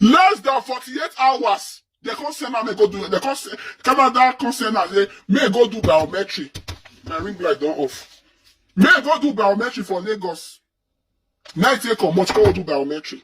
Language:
Nigerian Pidgin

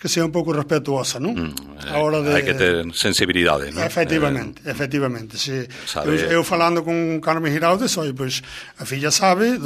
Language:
Galician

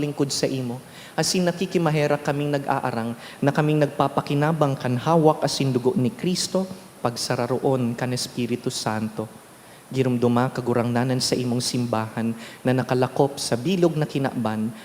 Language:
Bikol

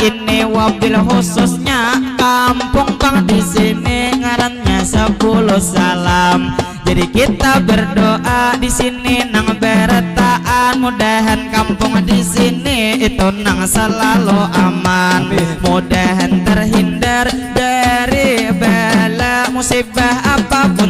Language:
Banjar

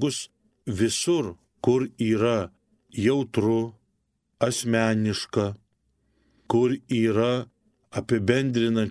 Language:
Lithuanian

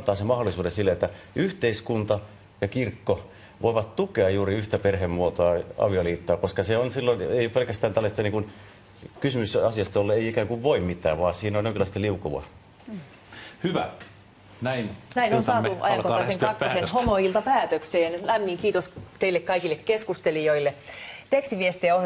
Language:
Finnish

